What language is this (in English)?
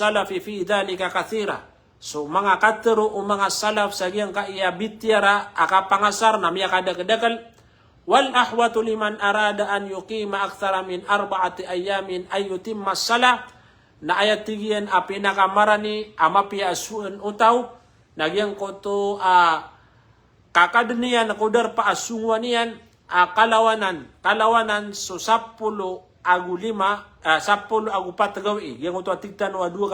Maranao